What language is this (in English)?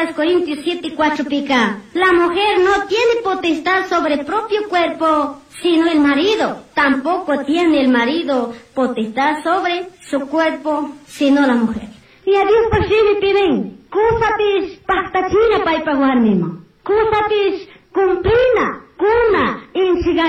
Chimborazo Highland Quichua